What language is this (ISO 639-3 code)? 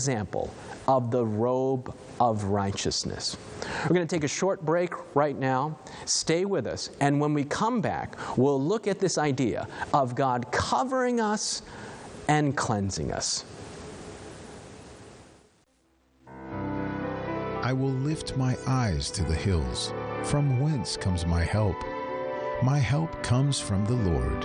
eng